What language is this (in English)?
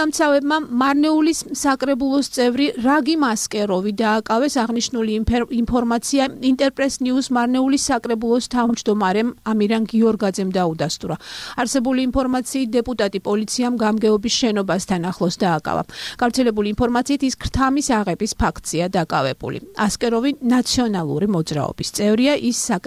Georgian